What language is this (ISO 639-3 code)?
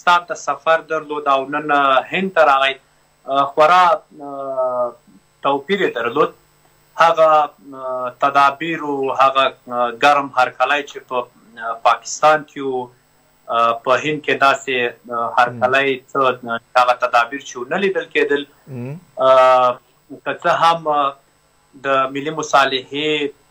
pus